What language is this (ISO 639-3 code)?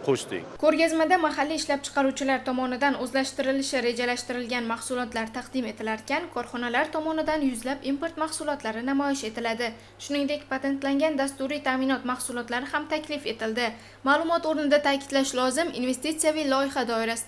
uzb